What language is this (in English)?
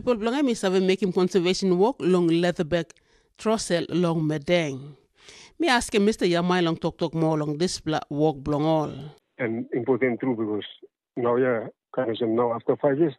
Tok Pisin